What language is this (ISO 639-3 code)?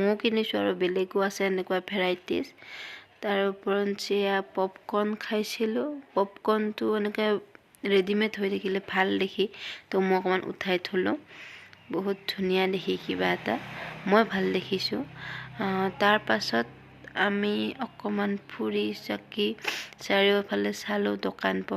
asm